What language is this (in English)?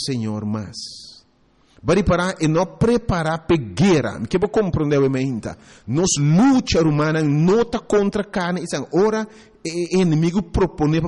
Papiamento